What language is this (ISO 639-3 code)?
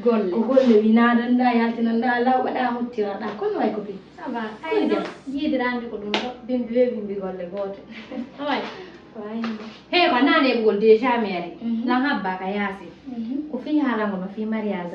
ful